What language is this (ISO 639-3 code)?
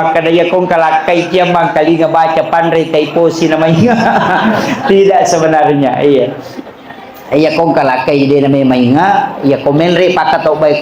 bug